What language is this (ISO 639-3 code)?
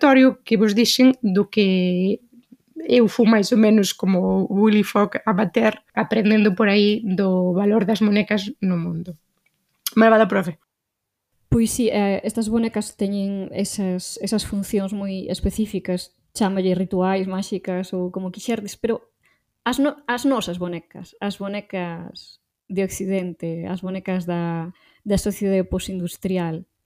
glg